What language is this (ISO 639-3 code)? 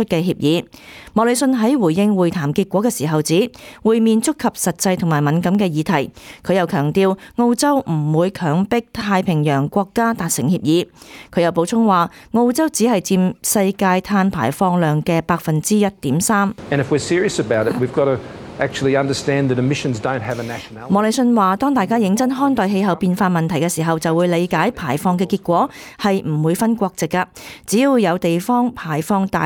yue